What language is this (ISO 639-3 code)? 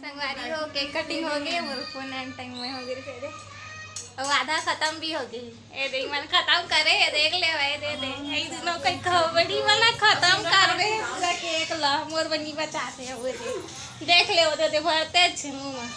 hne